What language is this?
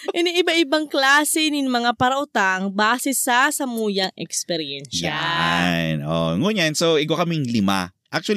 Bikol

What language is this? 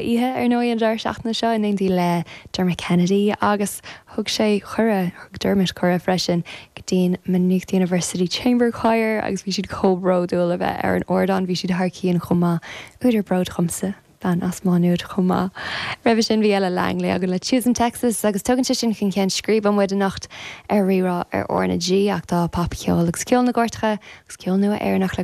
Irish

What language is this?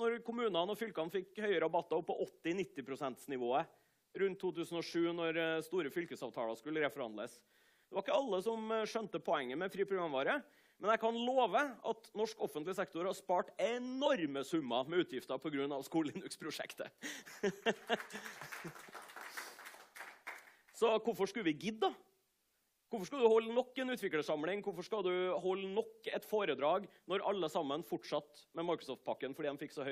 Norwegian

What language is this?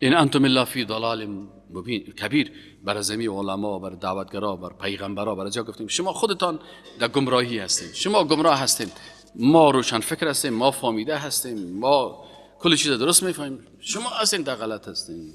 Persian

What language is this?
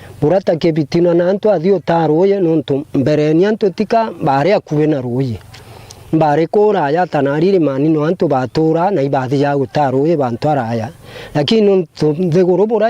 Meru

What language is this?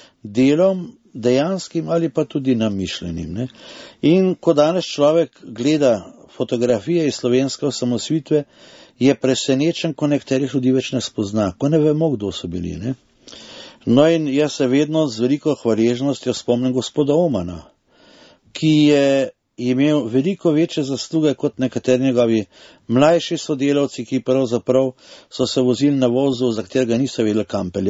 Slovenian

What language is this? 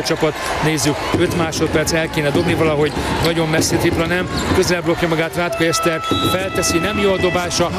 Hungarian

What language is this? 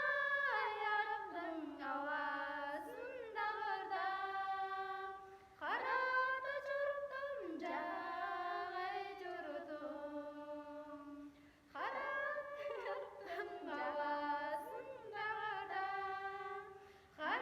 Tuvinian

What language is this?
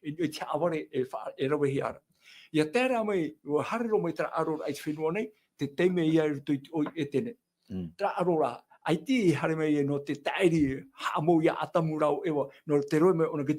Tahitian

